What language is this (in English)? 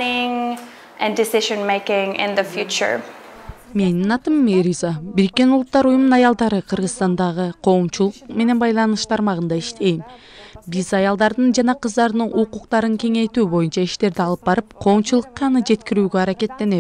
Kyrgyz